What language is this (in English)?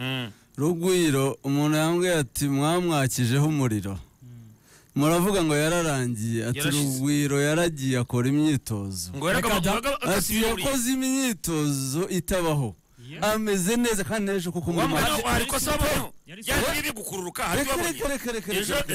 Kinyarwanda